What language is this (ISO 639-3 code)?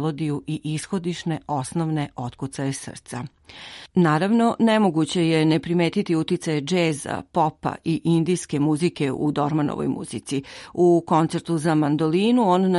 srp